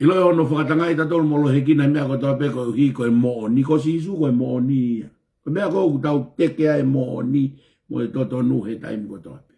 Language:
Tongan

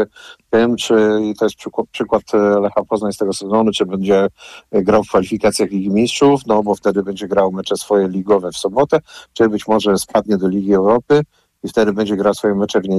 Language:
Polish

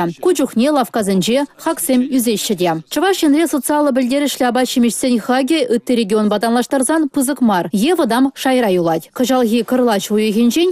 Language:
Chuvash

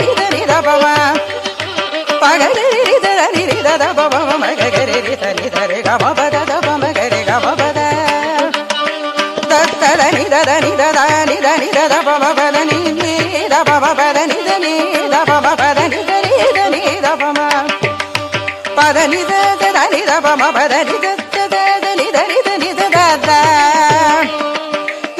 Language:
Tamil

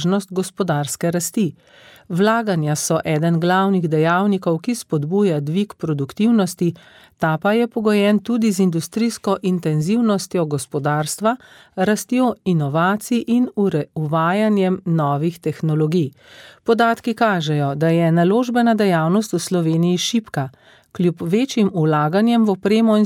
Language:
Slovenian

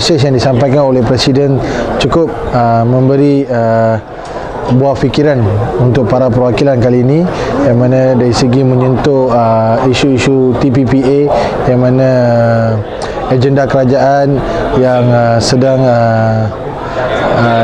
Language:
Malay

